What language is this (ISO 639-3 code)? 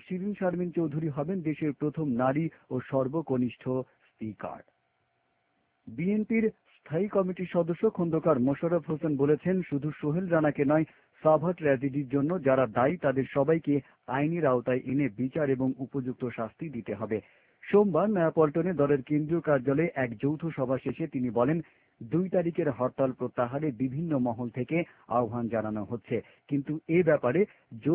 ben